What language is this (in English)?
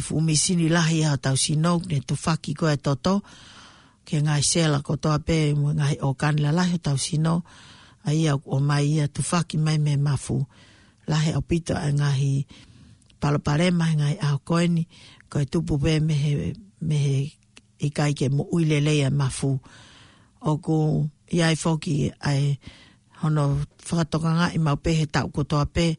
Tongan